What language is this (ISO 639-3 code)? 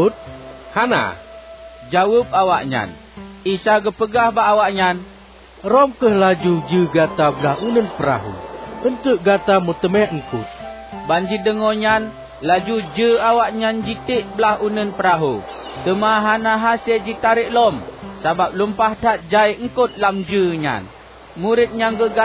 ace